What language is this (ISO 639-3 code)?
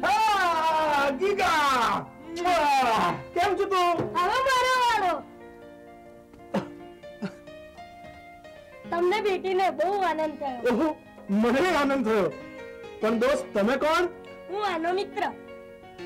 guj